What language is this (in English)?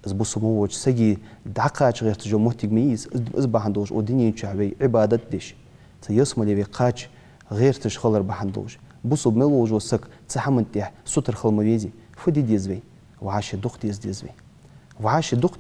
Ingush